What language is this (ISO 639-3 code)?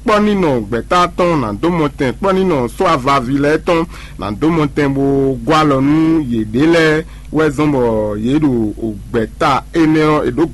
fon